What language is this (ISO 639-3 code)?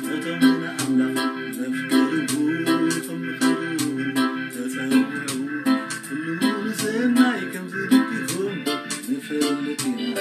tir